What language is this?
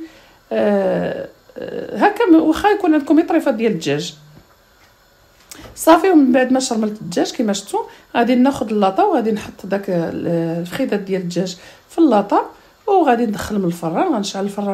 Moroccan Arabic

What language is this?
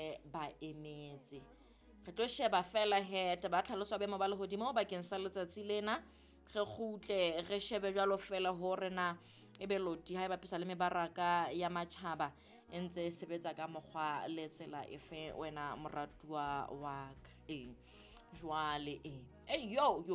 Southern Sotho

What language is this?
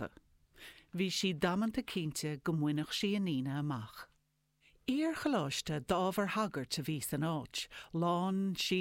Irish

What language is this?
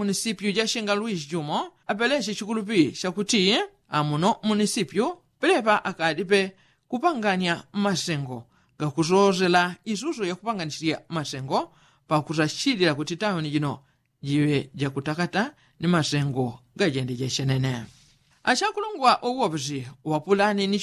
Yao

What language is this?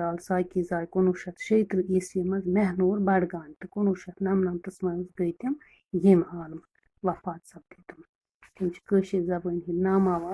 Kashmiri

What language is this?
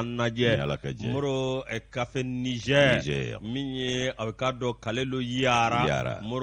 Bambara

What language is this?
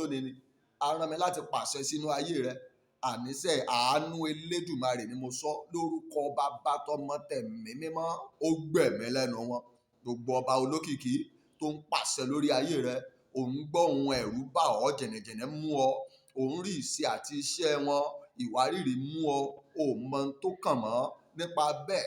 Yoruba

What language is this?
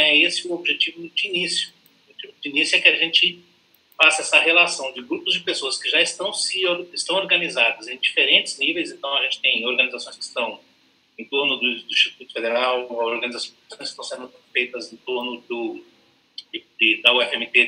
Portuguese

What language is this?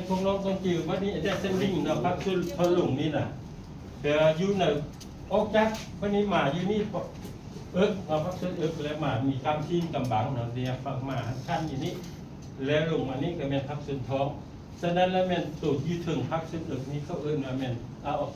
Lao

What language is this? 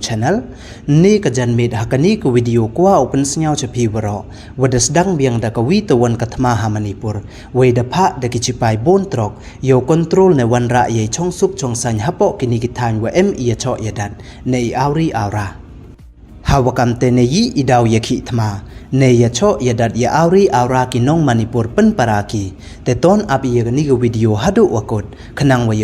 Pnar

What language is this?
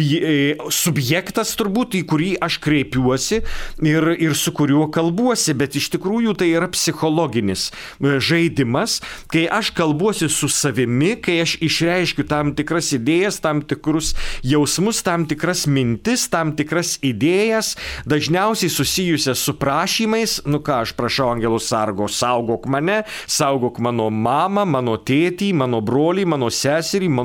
Lithuanian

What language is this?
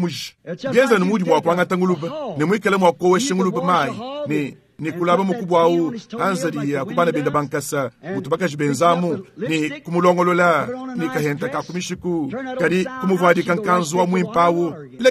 Luba-Lulua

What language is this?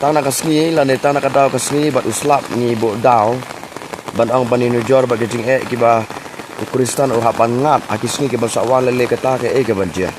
Khasi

